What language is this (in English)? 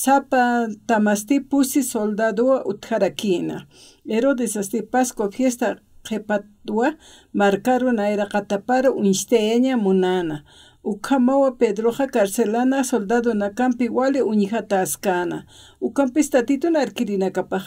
Aymara